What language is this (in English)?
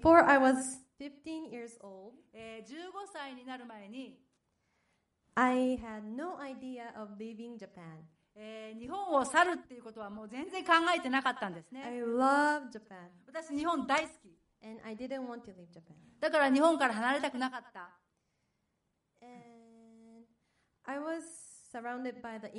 Japanese